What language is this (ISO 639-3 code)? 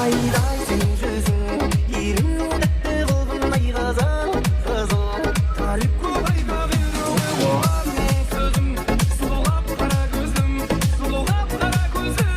kaa